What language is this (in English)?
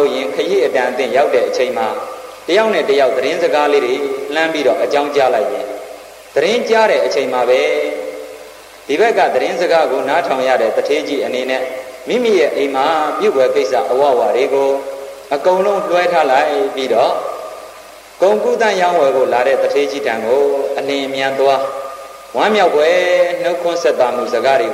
Burmese